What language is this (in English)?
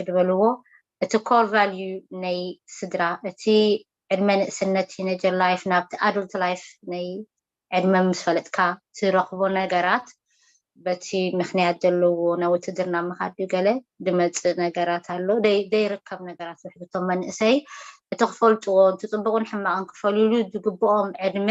Tigrinya